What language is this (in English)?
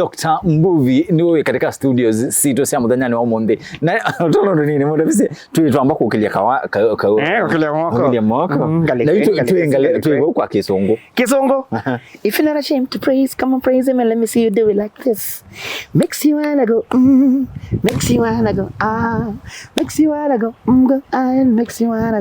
Kamba